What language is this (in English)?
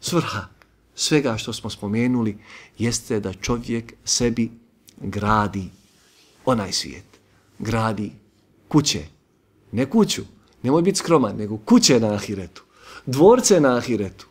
Bosnian